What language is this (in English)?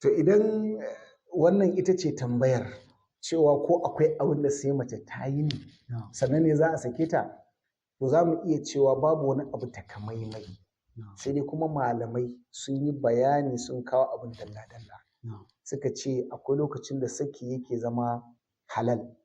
Hausa